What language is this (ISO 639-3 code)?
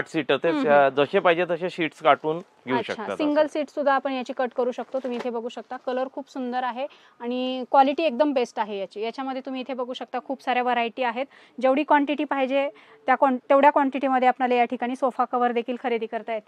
mar